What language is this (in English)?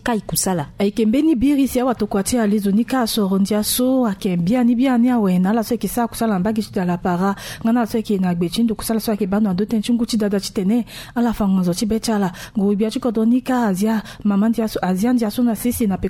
Sango